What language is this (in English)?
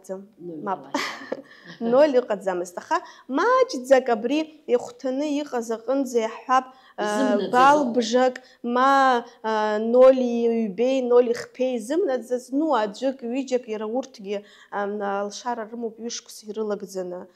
Abkhazian